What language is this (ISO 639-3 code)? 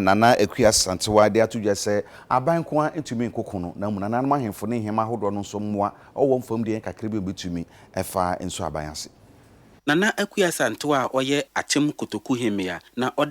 aka